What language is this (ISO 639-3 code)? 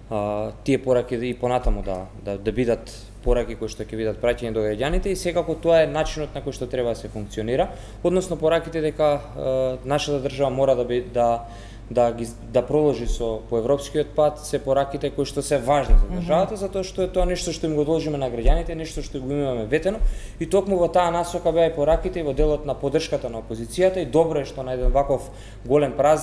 mkd